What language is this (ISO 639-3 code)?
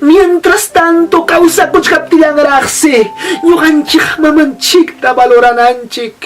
quy